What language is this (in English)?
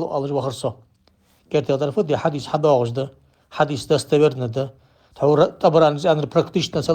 Ingush